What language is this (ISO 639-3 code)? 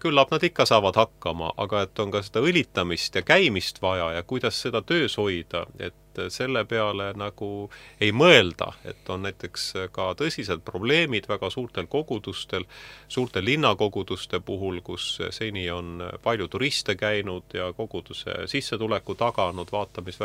est